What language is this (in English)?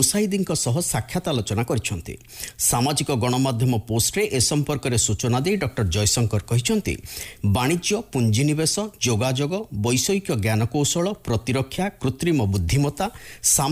Odia